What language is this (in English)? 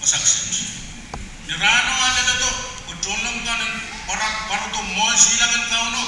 Pohnpeian